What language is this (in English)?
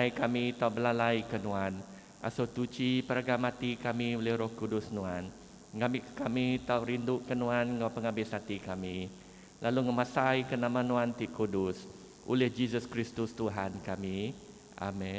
Iban